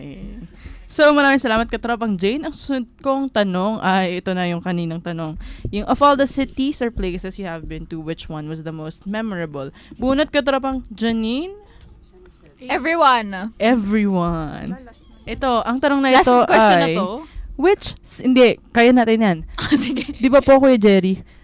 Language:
Filipino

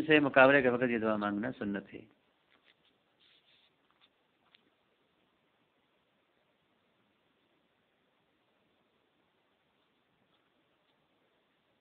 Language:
Urdu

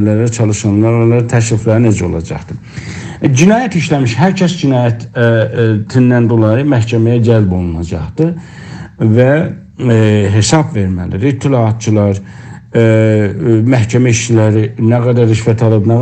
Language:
South Azerbaijani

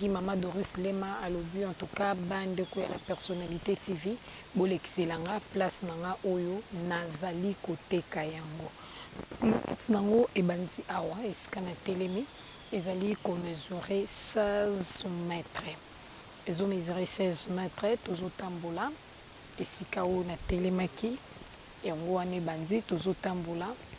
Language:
Lingala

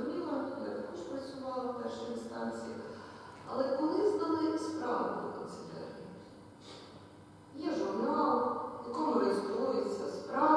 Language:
Ukrainian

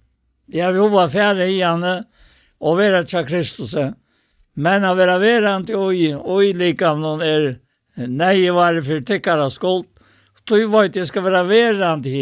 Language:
Faroese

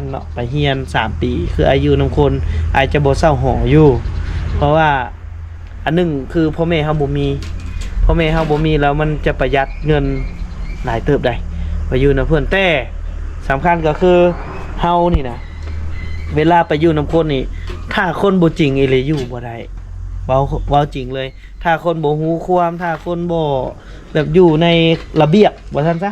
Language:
Lao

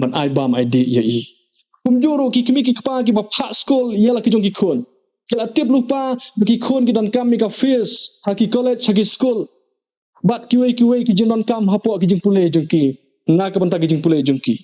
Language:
Khasi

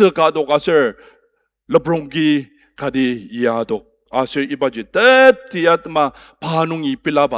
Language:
Ao Naga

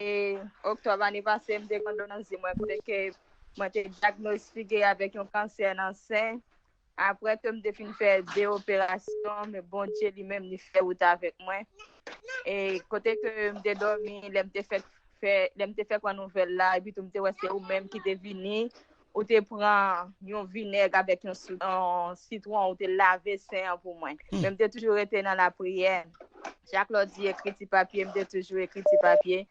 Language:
Haitian Creole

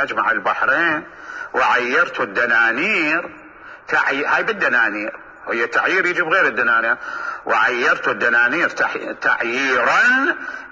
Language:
Mesopotamian Arabic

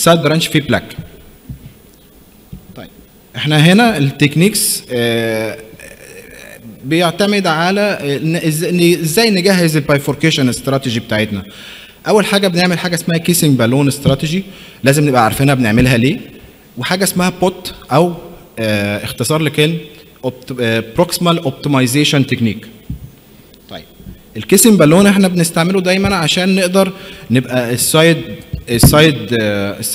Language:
Egyptian Arabic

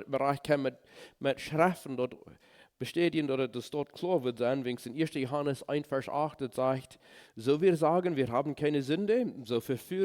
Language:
Plautdietsch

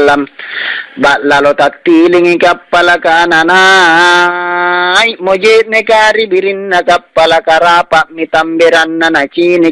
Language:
Makasar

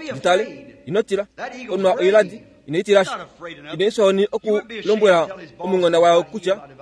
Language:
Kuanyama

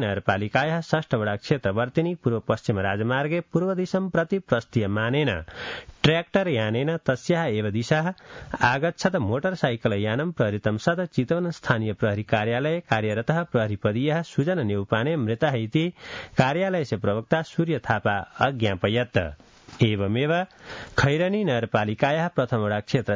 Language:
Sanskrit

